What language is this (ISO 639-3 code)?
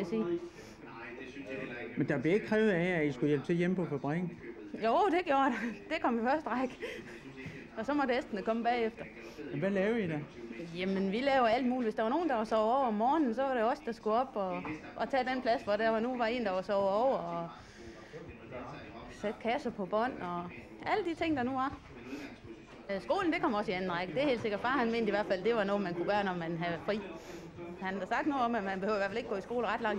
dan